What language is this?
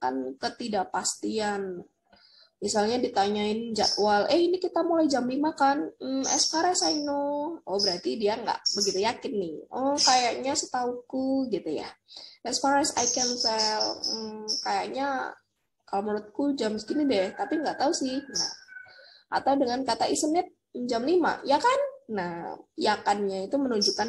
Indonesian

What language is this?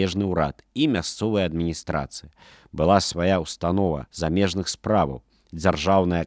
Belarusian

